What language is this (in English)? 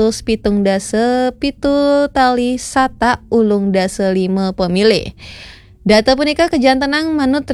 Balinese